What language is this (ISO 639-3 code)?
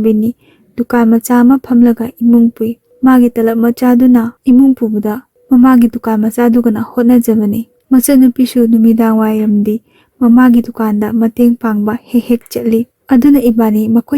mni